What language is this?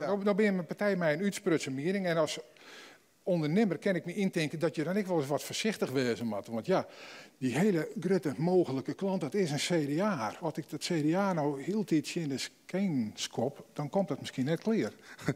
Western Frisian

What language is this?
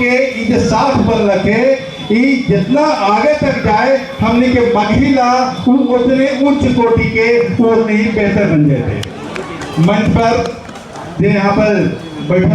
Magahi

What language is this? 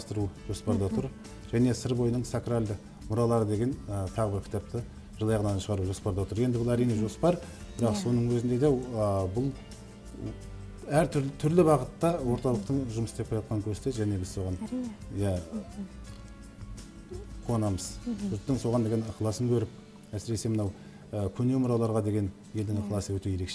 Kazakh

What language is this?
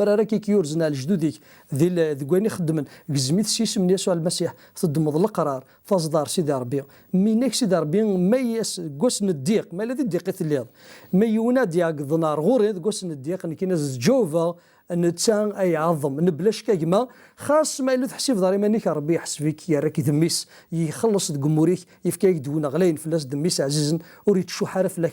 Kabyle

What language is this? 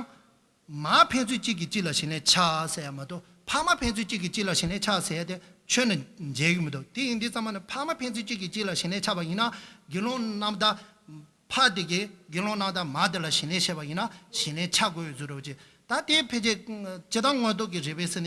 Tibetan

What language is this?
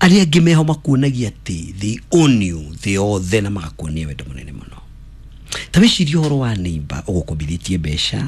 Kikuyu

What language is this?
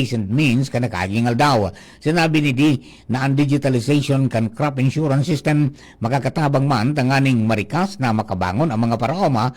Bikol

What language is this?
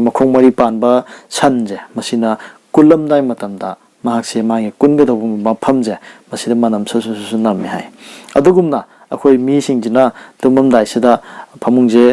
Manipuri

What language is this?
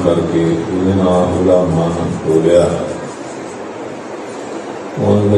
Punjabi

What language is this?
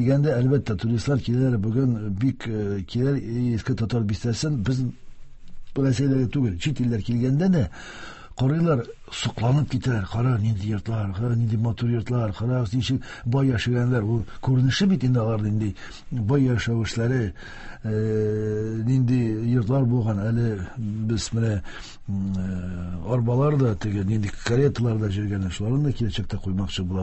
Tatar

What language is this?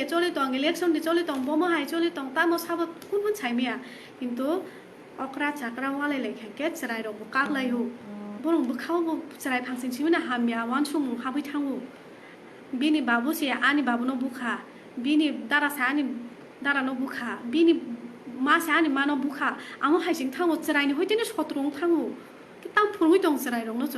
Kok Borok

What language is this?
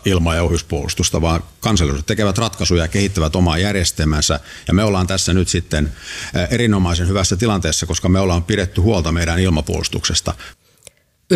Finnish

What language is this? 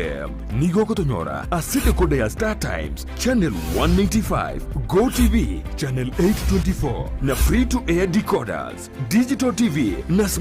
Gusii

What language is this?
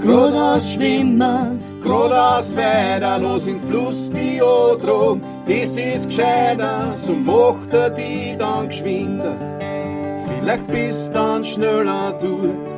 Bavarian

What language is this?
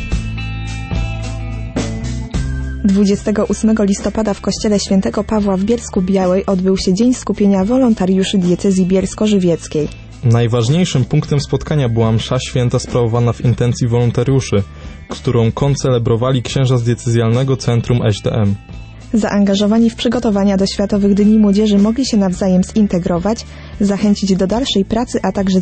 Polish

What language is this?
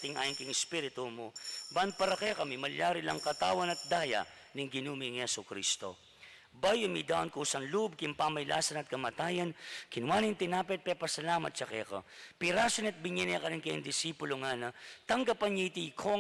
Pampanga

